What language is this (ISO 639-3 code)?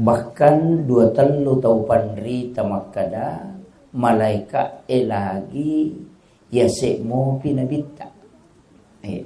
bug